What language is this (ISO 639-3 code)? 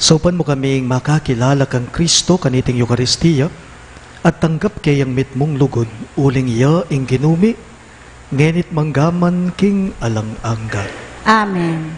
pam